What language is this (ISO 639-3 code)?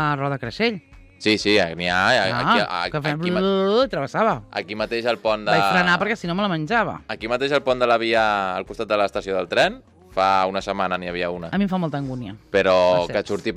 cat